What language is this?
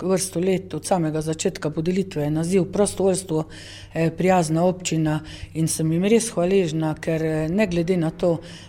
Slovenian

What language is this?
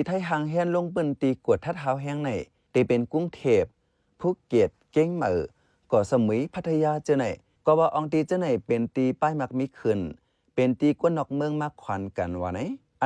Shan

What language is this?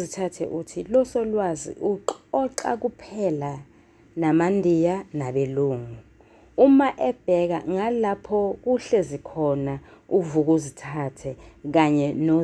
Zulu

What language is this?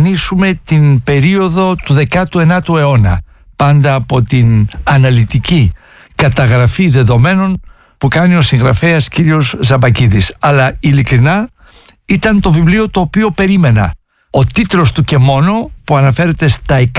Greek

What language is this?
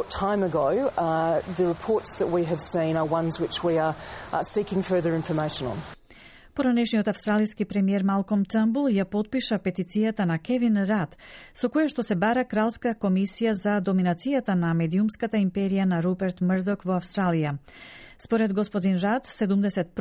Macedonian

